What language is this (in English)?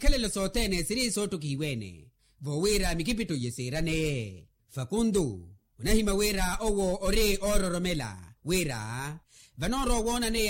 Makhuwa